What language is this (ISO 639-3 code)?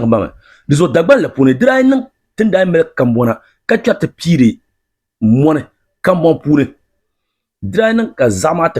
dag